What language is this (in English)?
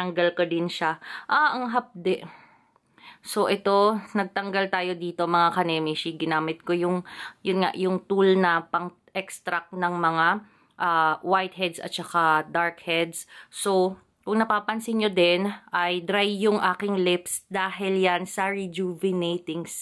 Filipino